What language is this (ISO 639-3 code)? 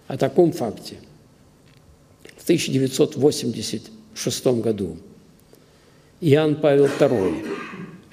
rus